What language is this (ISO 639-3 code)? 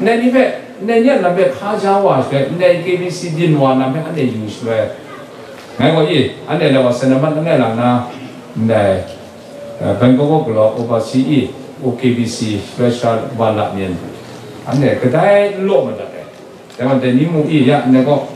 kac